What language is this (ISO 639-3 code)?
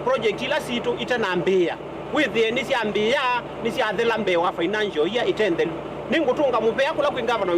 kam